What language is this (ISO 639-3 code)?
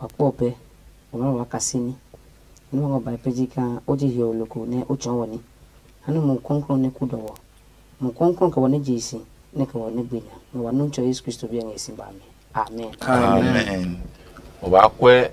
ada